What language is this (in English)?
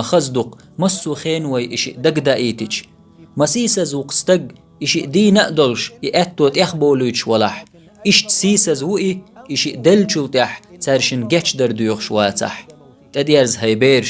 Chechen